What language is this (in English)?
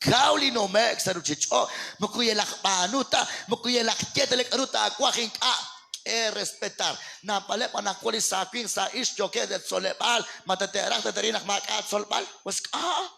Kekchí